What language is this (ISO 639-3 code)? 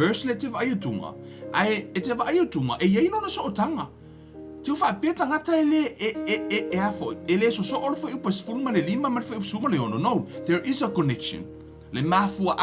smo